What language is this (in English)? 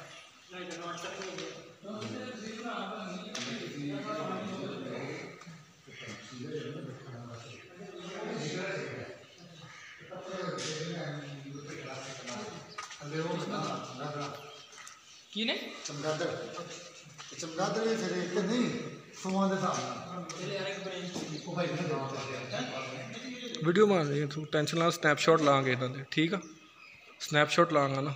Punjabi